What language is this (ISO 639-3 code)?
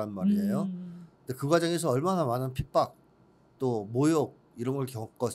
kor